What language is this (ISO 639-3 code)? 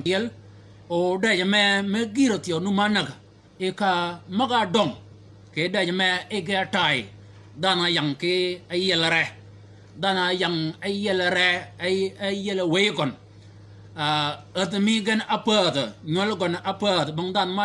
shk